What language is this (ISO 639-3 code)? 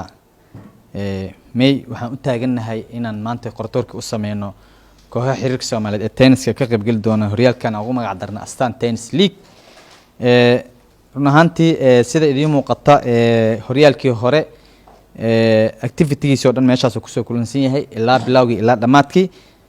som